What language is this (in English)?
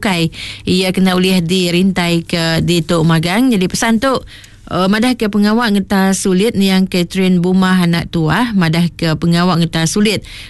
Iban